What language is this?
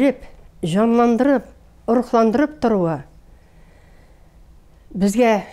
Tatar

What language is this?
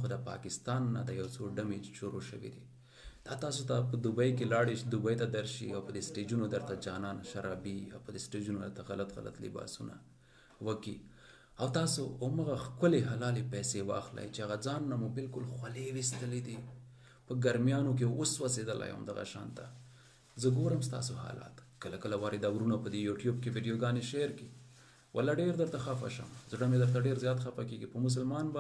Pashto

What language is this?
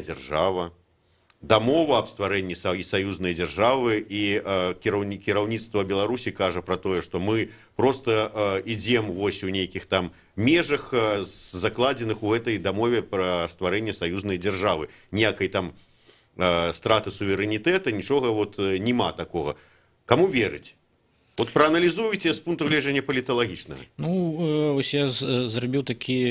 Belarusian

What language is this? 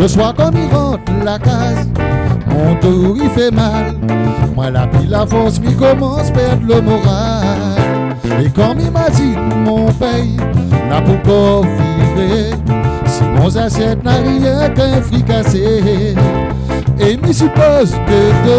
Réunion Creole French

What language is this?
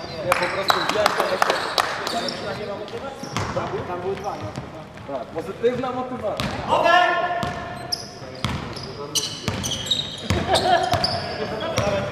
Polish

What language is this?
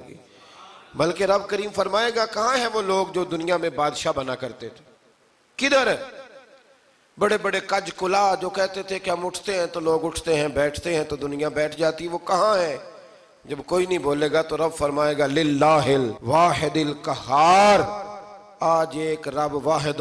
Urdu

